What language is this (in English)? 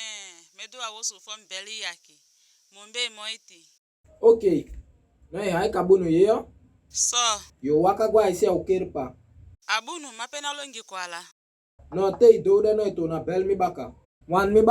Saramaccan